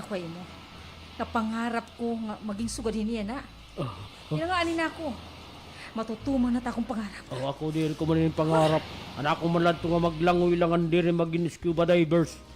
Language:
Waray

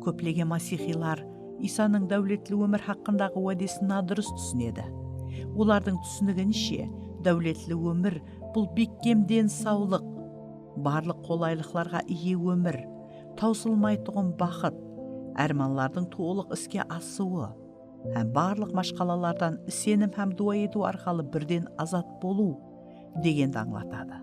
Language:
Kara-Kalpak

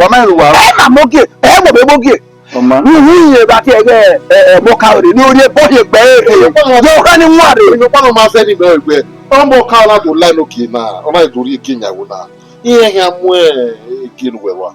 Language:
Bini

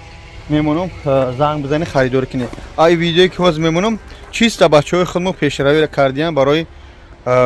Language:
Tajik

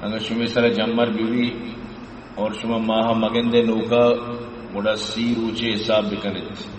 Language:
Baluchi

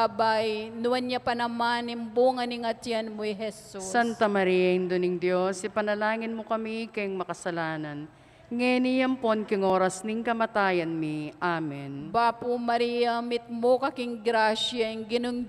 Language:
Pampanga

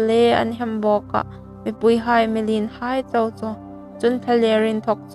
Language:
Hmar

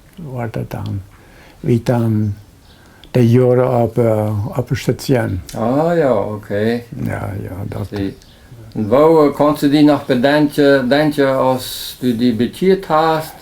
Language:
Plautdietsch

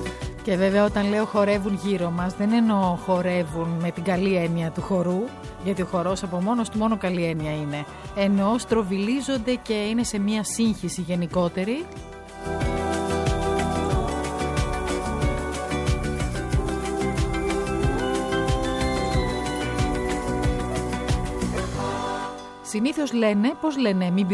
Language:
Greek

